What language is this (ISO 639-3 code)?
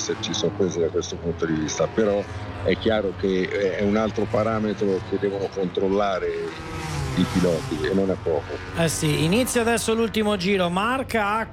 ita